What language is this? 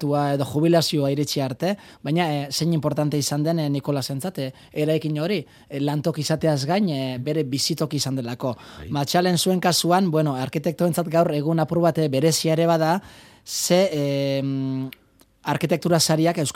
Basque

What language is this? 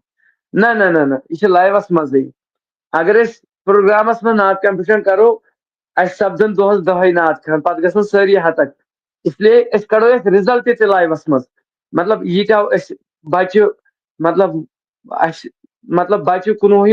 Kashmiri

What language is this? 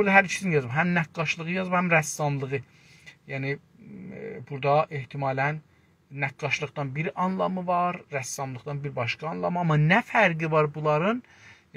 South Azerbaijani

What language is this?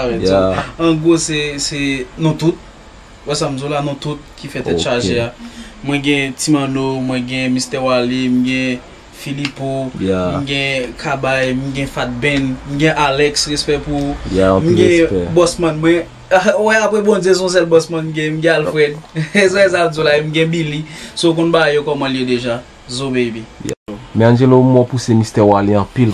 Haitian Creole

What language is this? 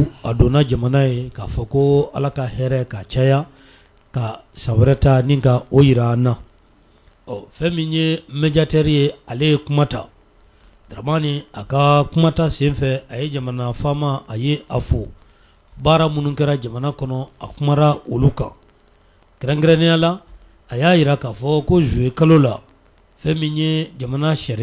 Bambara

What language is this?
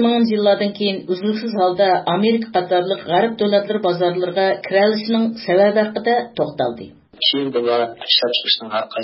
Uyghur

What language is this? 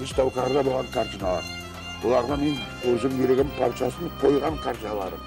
Crimean Tatar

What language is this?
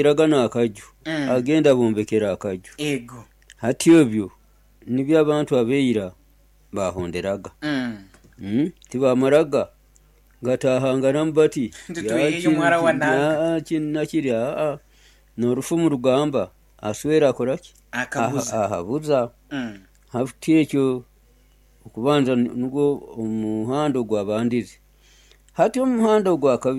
Nyoro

